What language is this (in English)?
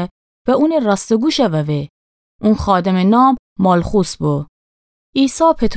Gilaki